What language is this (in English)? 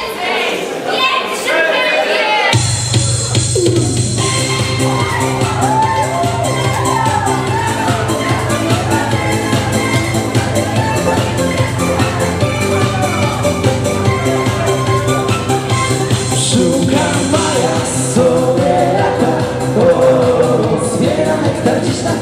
Polish